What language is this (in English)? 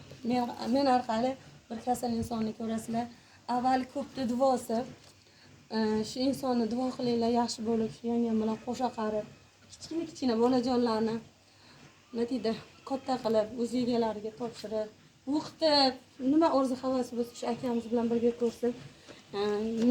Uzbek